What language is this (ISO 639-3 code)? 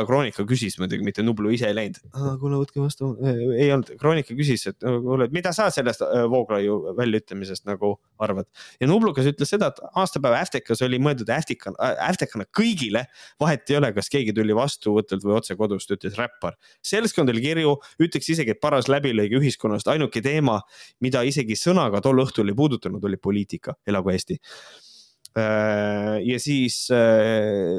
est